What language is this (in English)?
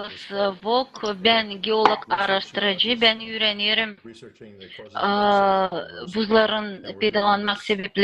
Gagauz